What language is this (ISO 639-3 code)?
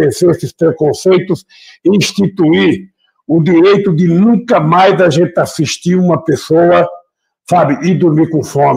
por